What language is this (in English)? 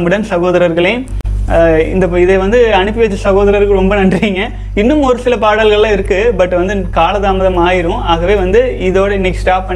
Tamil